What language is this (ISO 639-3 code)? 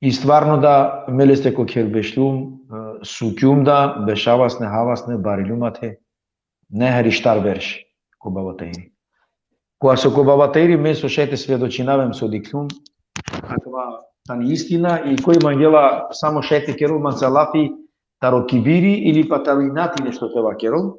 rmn